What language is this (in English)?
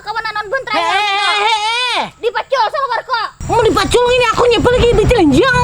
Banjar